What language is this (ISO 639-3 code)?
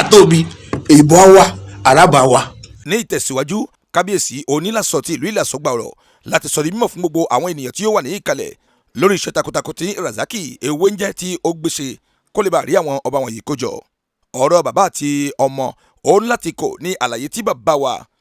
yor